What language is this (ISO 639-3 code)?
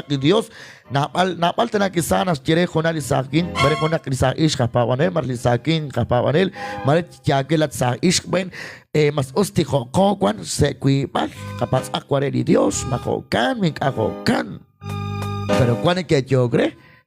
kek